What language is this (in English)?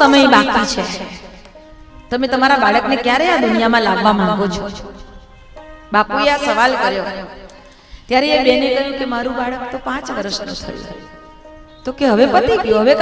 Gujarati